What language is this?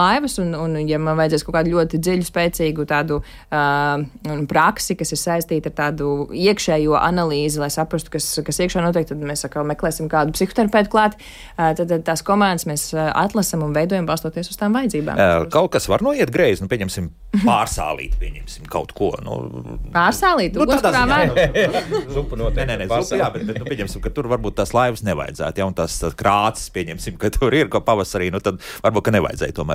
Latvian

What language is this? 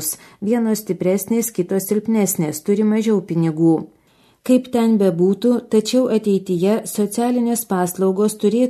Lithuanian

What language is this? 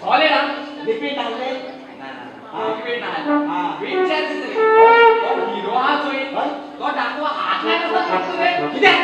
Konkani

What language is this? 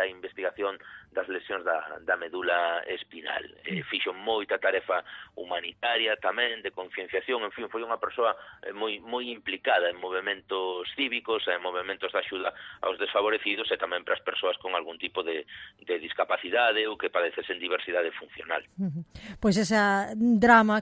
Galician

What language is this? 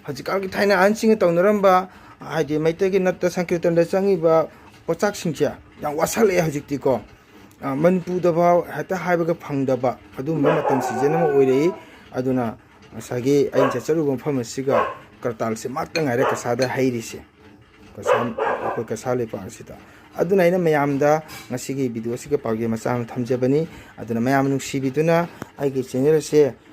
Manipuri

